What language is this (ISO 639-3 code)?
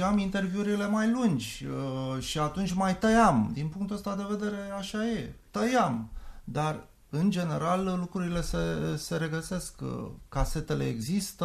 ron